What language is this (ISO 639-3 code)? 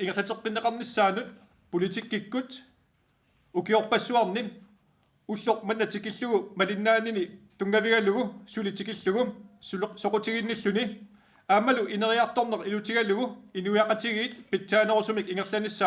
kal